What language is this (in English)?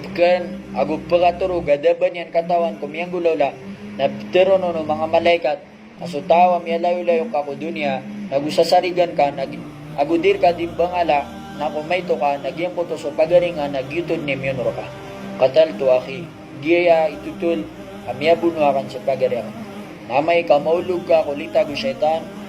Maranao